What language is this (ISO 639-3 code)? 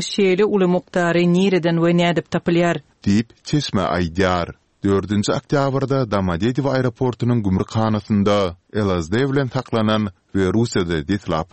tuk